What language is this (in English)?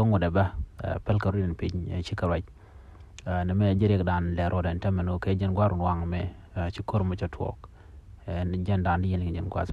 Nuer